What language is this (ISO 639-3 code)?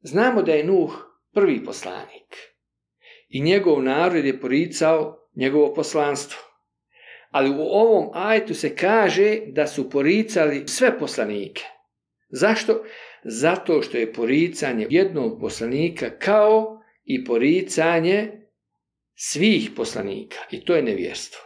bos